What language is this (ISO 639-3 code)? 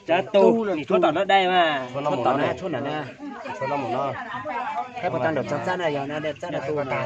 hmn